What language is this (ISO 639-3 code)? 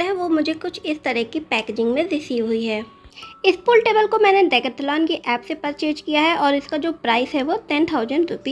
hin